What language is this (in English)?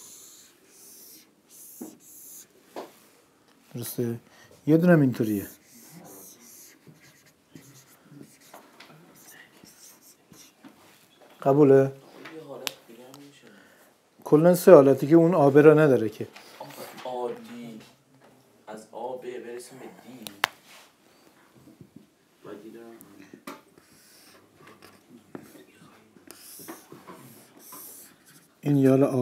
Persian